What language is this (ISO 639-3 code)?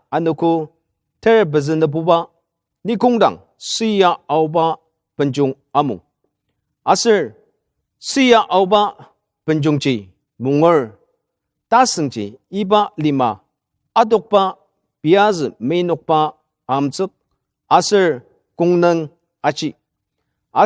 njo